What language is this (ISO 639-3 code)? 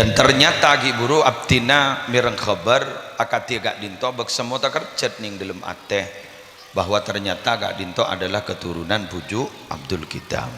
mad